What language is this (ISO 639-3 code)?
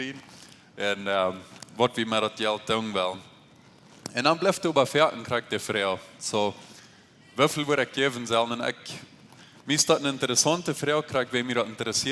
pdt